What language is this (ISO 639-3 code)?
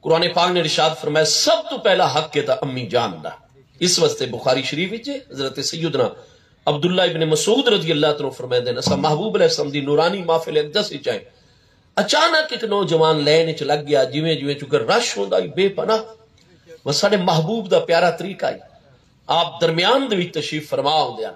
skr